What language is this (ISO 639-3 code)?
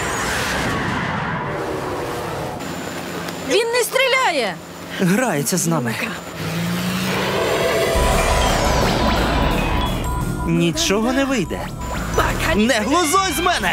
ukr